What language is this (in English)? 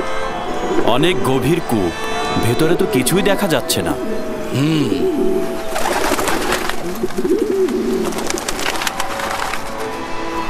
Bangla